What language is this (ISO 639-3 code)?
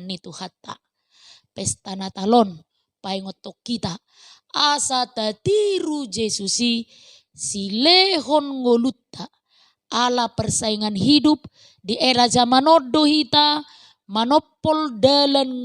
bbc